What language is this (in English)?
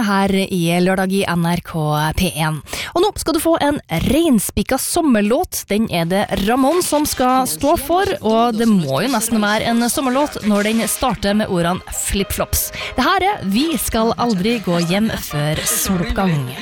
Norwegian